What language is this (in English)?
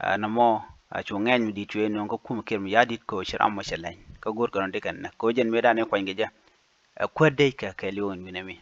Nuer